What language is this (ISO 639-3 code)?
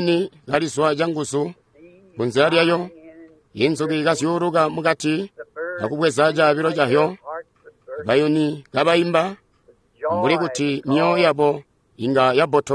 toi